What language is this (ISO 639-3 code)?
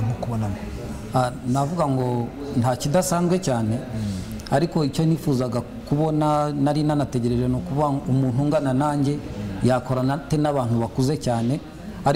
kin